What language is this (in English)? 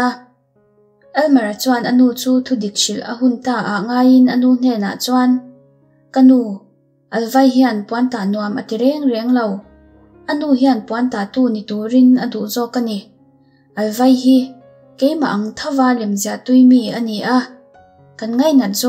Mizo